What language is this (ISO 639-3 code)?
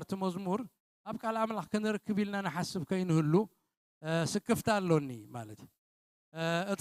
tir